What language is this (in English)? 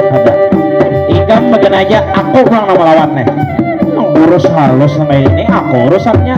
Banjar